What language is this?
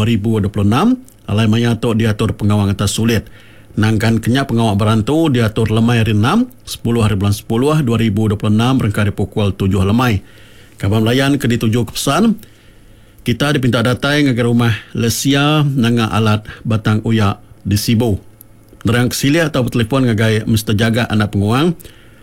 Iban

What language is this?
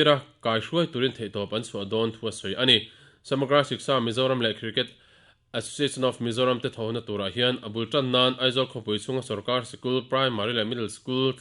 Mizo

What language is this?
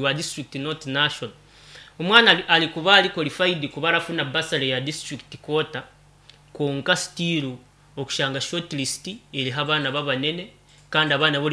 Nyankole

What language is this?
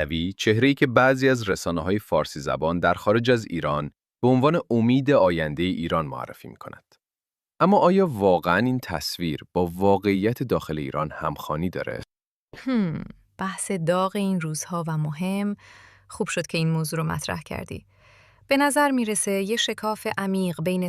Kurdish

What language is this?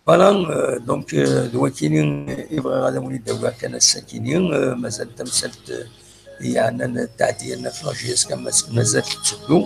Kabyle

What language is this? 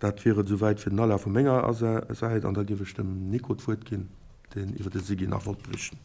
Luxembourgish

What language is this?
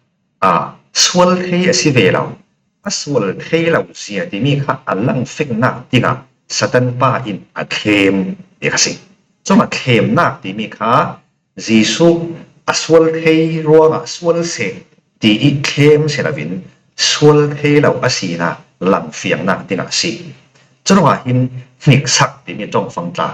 Falam Chin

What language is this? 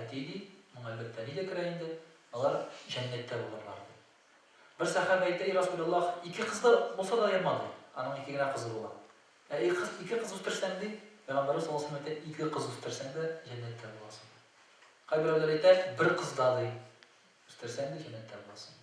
Tatar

